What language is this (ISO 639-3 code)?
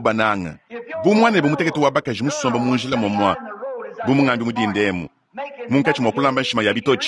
lua